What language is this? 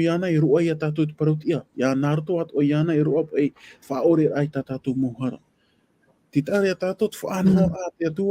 Tahitian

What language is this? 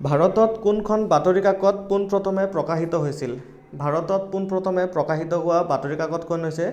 Assamese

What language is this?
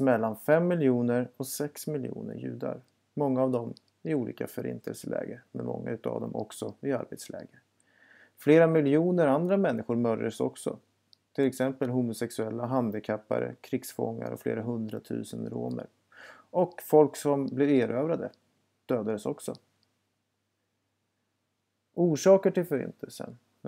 Swedish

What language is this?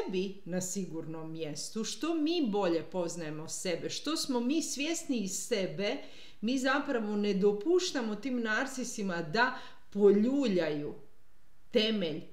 Croatian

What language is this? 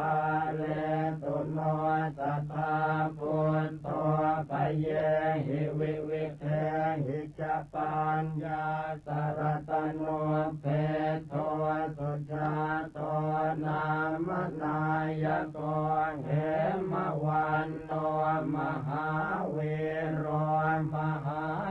Pali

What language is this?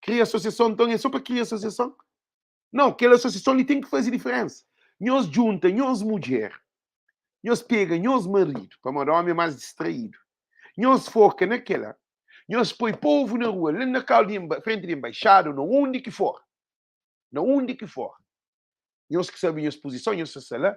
Kabuverdianu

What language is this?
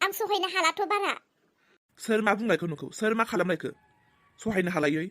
Bodo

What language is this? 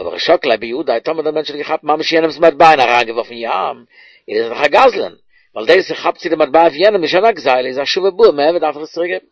Yiddish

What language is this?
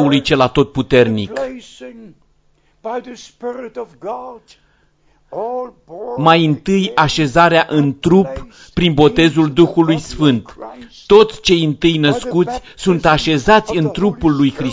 Romanian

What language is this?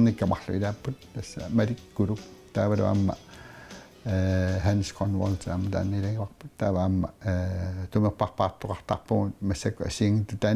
Kalaallisut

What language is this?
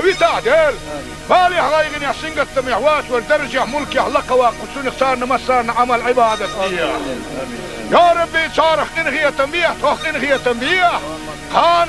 Chechen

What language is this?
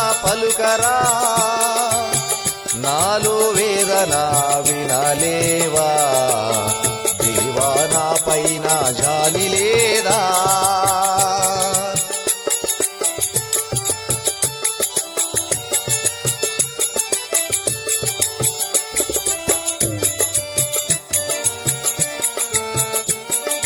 Telugu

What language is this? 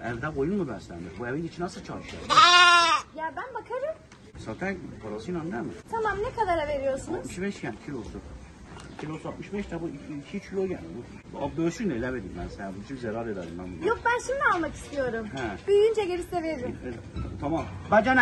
Turkish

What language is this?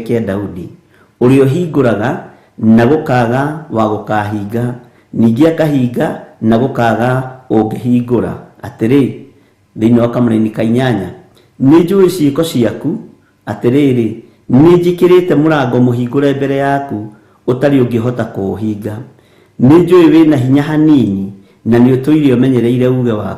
Kikuyu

